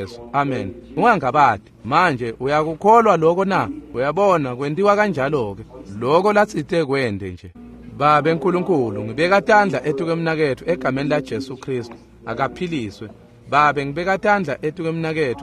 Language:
Swati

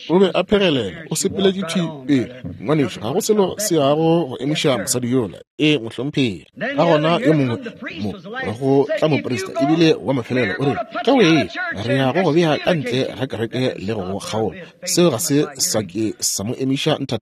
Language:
Northern Sotho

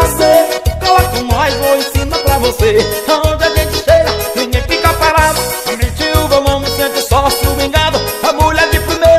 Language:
Portuguese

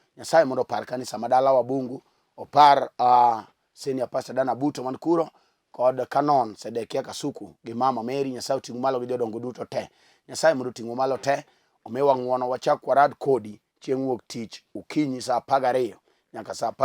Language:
Luo (Kenya and Tanzania)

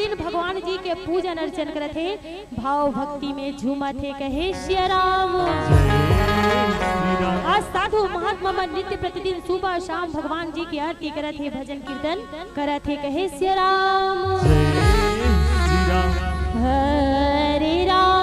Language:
Chhattisgarhi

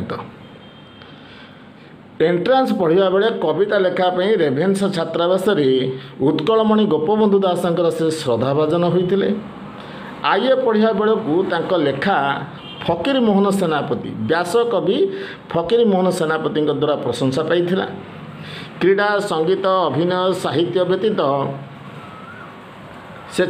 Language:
Odia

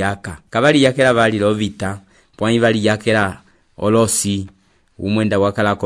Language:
Umbundu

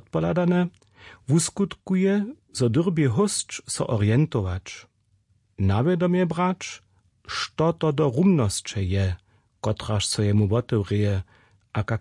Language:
Upper Sorbian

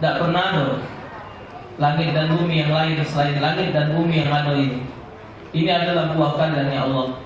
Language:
Musi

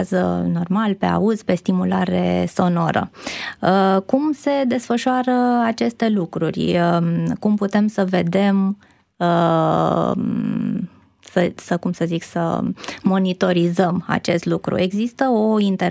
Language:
Romanian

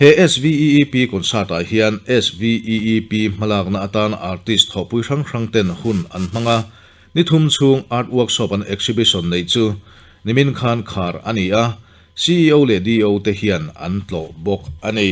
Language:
Mizo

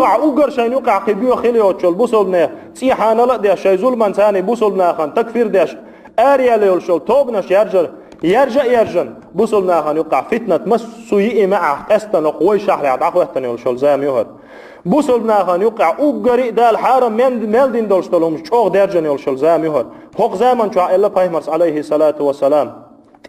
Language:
Chechen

